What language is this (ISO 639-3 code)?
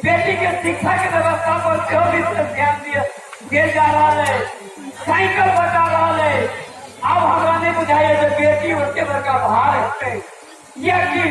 mai